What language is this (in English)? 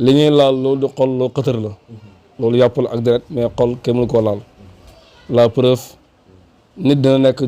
Wolof